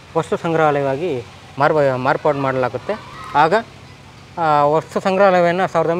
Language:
Kannada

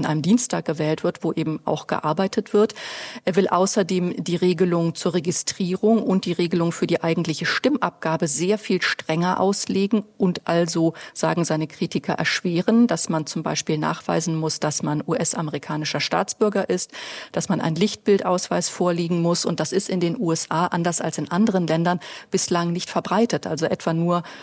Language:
German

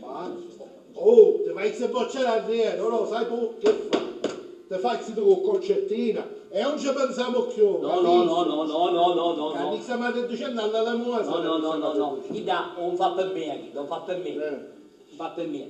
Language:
Sicilian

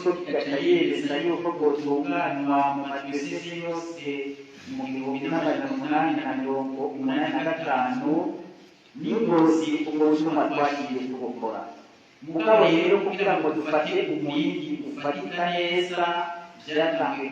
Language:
Rundi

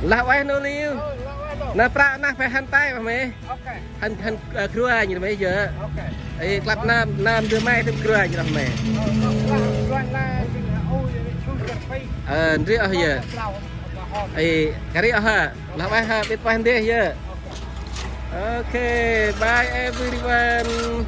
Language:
Central Mnong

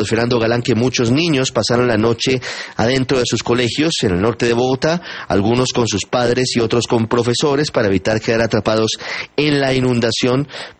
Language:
Spanish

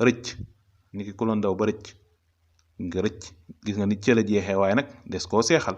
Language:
Wolof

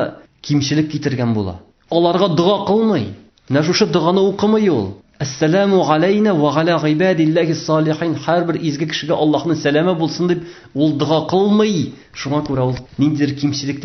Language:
Tatar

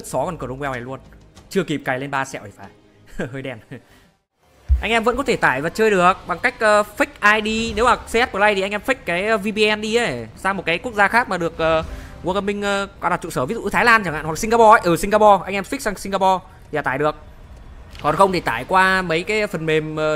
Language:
Vietnamese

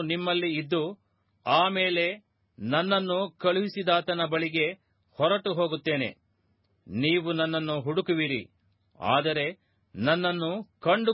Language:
Kannada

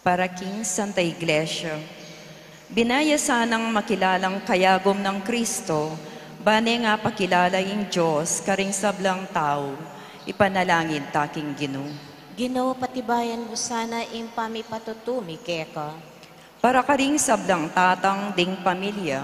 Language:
Pampanga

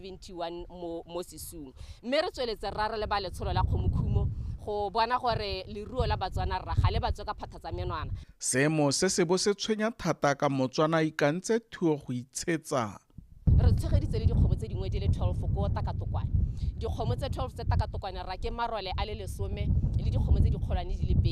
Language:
Tswana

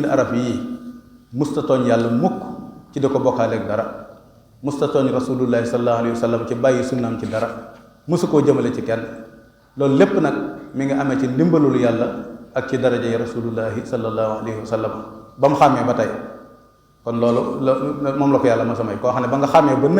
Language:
Wolof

